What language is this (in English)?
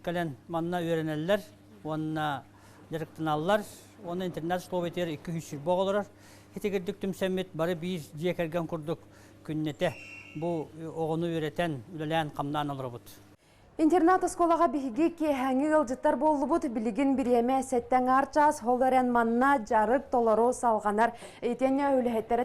Yakut